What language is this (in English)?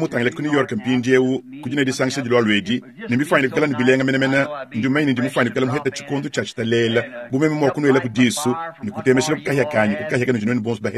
Luba-Lulua